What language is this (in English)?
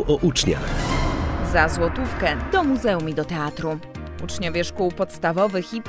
Polish